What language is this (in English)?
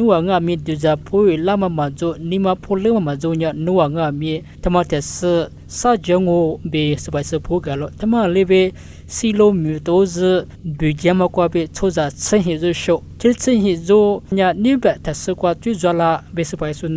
Lisu